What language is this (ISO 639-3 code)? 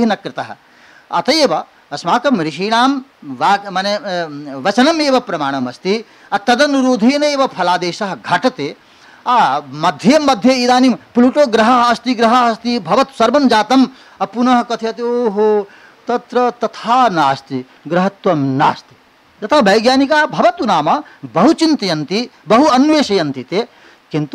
san